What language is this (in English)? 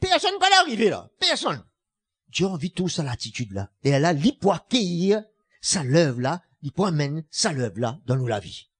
Morisyen